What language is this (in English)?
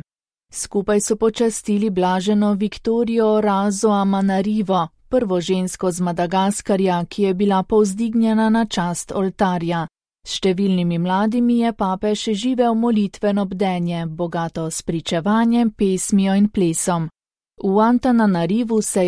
Slovenian